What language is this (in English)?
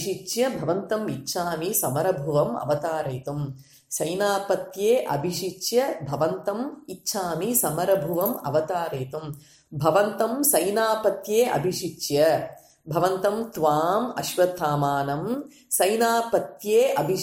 Sanskrit